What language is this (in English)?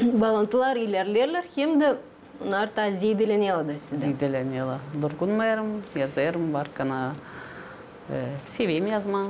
Gagauz